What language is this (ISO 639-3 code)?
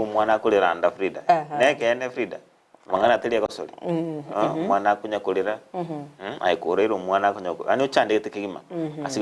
guz